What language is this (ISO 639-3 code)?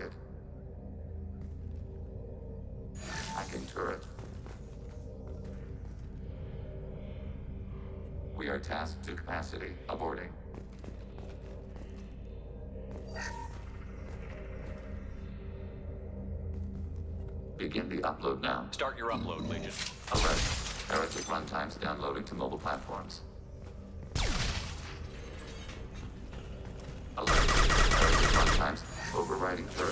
eng